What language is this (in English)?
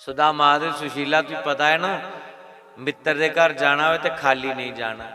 Dogri